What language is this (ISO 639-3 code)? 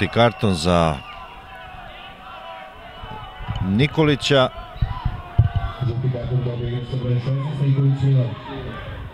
srp